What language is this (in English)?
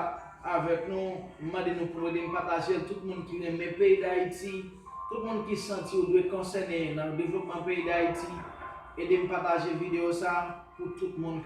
Haitian Creole